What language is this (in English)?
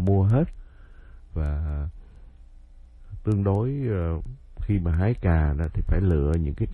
Vietnamese